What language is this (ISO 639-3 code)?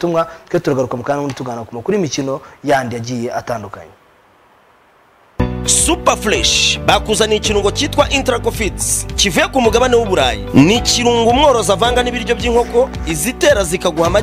kin